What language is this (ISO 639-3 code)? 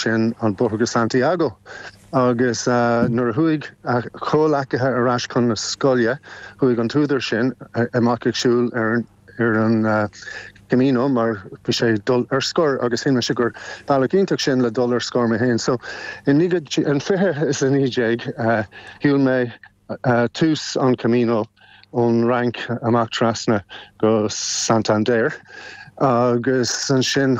gle